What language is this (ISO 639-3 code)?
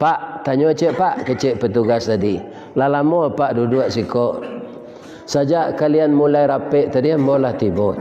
min